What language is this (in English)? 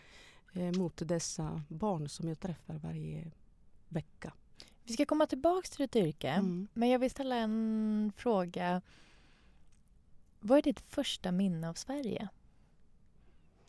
Swedish